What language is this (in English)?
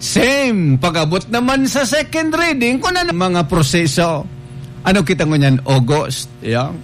Bikol